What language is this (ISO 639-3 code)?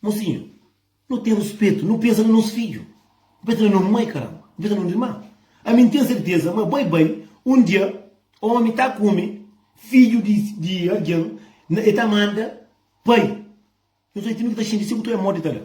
kea